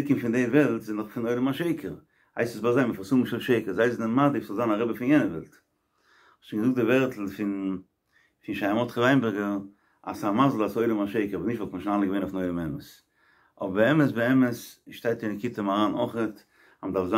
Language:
Yiddish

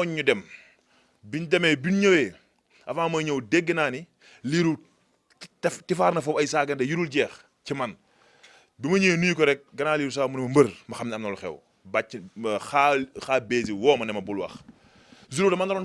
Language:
Wolof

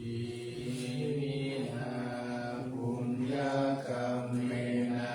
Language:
Pali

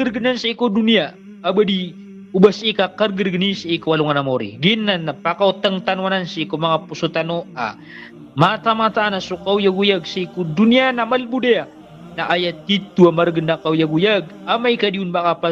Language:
Maranao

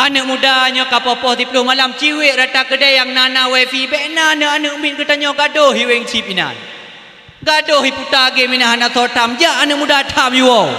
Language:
Achinese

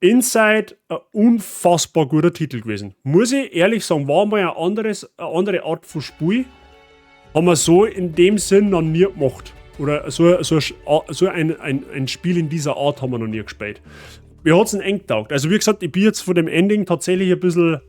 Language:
Bavarian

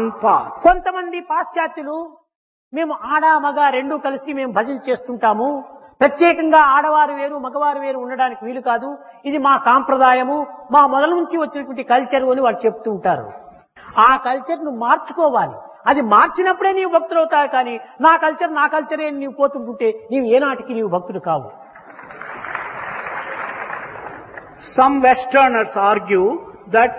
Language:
Telugu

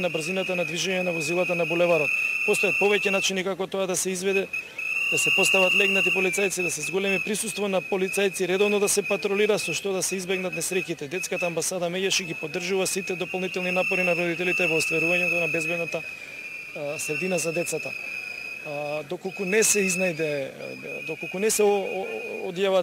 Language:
Macedonian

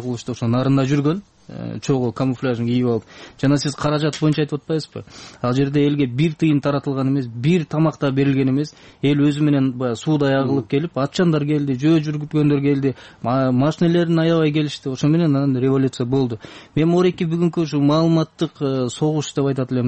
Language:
Kyrgyz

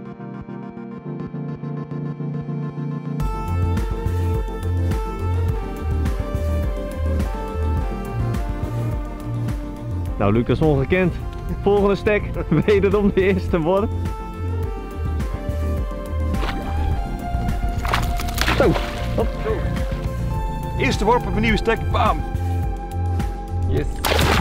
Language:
Dutch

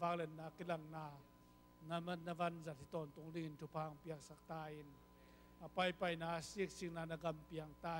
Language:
Tedim Chin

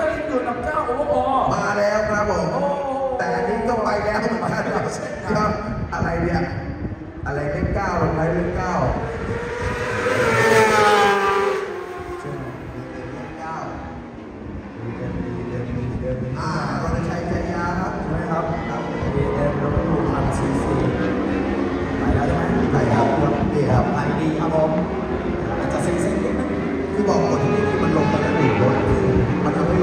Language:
Thai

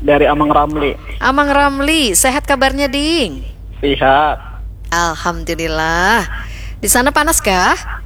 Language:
Banjar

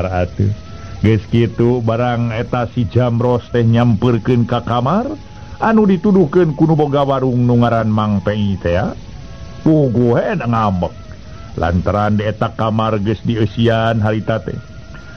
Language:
Sundanese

